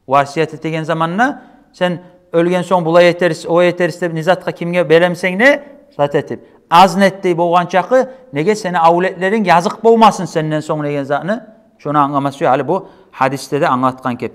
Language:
Kumyk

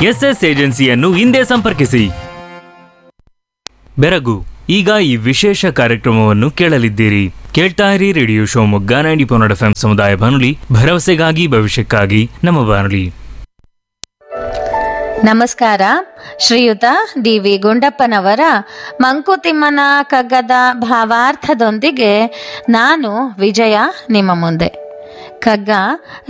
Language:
Kannada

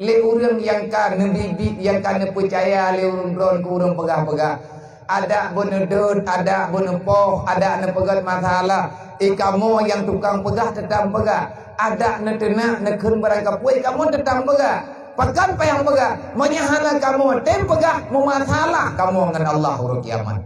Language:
Achinese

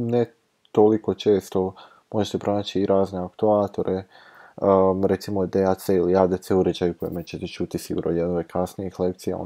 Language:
Croatian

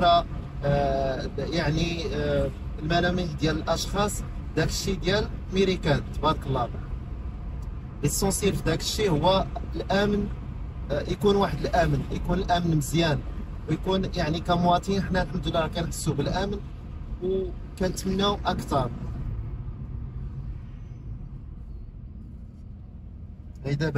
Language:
Moroccan Arabic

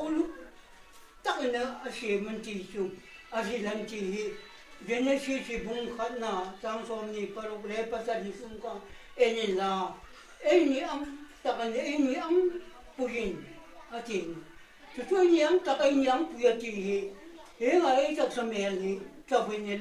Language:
Hmar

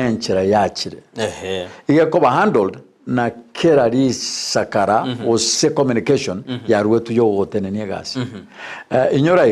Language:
Gusii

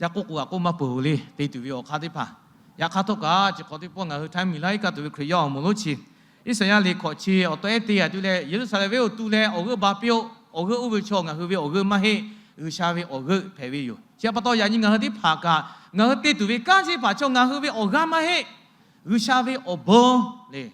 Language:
Lahu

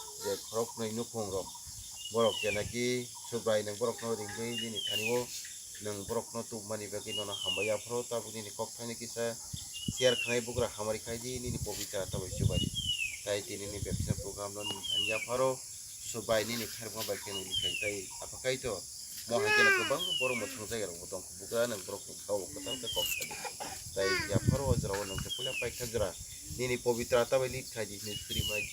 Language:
Kok Borok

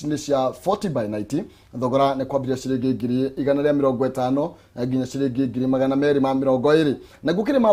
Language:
Kikuyu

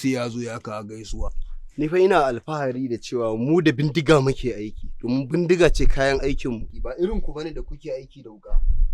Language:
Hausa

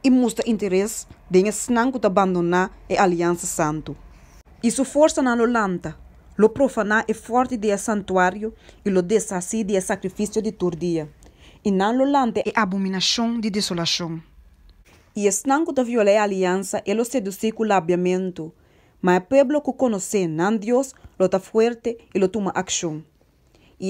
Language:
Papiamento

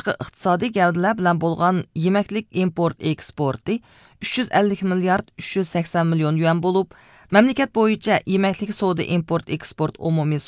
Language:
Uyghur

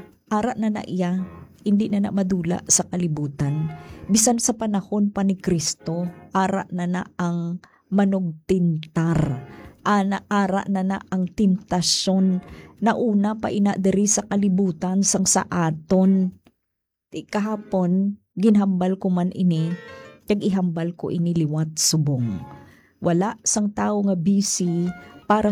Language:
Hiligaynon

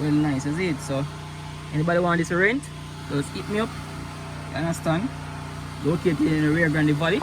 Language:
Jamaican Creole English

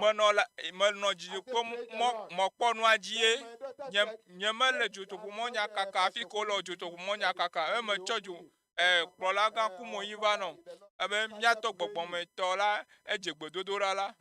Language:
Ewe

